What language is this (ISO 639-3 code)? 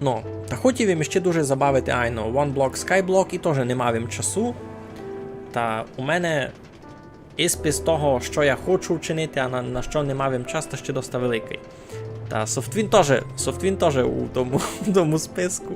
rue